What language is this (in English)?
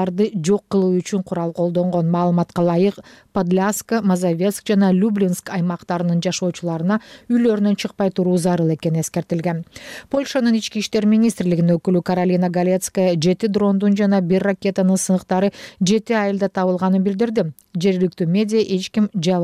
Kyrgyz